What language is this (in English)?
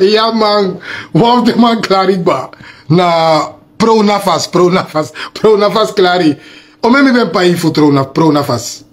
Sranan Tongo